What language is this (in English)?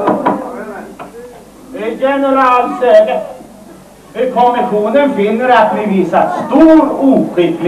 Swedish